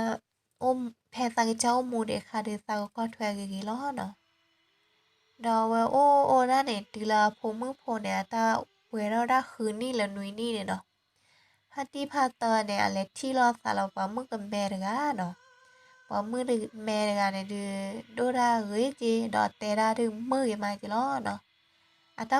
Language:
S'gaw Karen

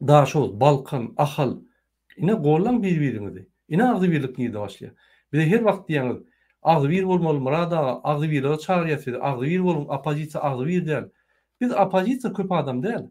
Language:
Turkmen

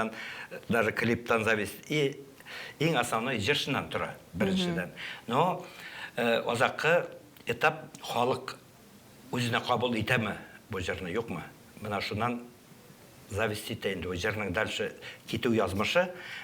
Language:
Tatar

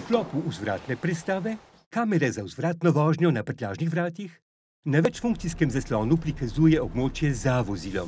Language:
Slovenian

